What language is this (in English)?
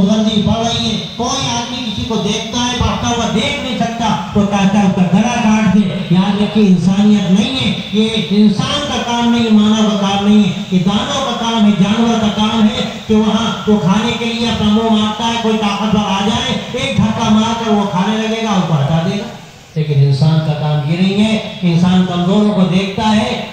Urdu